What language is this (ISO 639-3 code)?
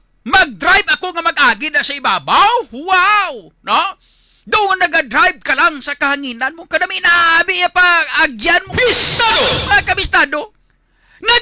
hil